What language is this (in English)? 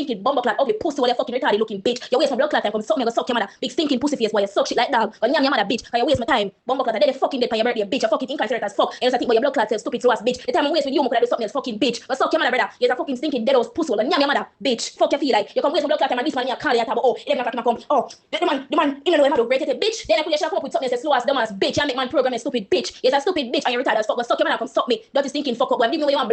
Jamaican Creole English